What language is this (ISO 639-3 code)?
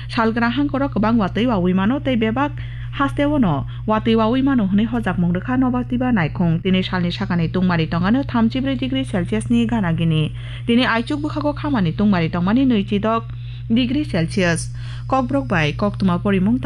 trp